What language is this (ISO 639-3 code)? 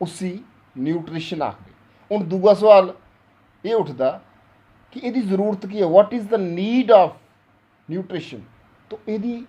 doi